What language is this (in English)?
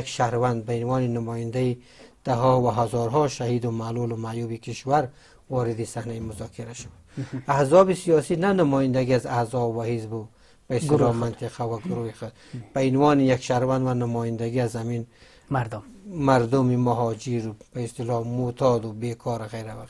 Persian